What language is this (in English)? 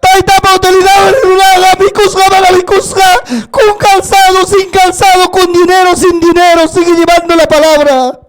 Ayacucho Quechua